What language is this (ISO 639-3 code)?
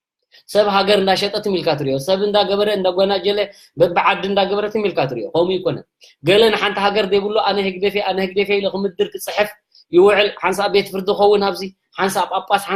tir